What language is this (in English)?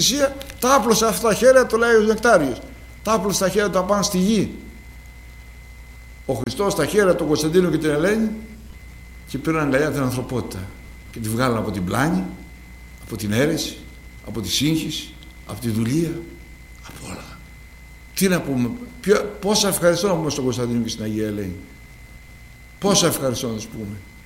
Greek